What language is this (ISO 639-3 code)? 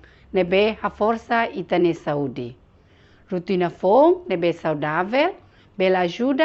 tet